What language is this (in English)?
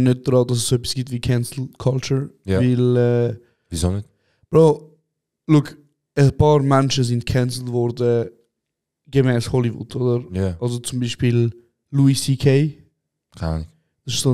Swiss German